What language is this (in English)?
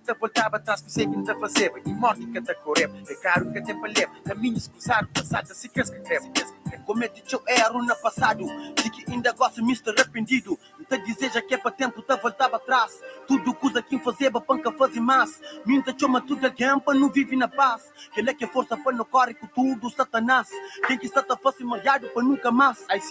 Kabuverdianu